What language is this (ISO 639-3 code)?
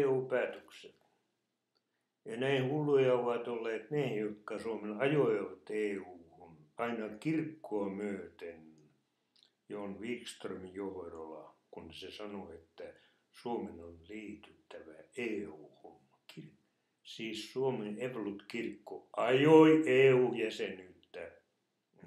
fin